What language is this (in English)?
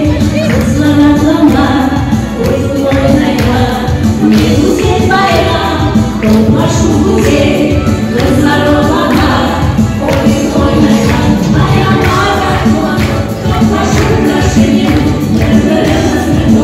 Crimean Tatar